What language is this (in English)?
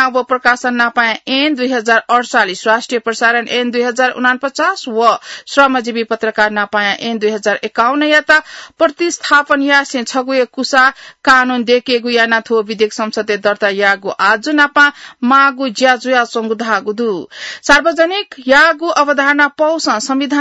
Newari